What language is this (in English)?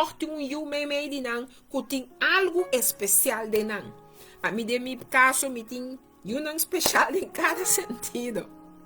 Papiamento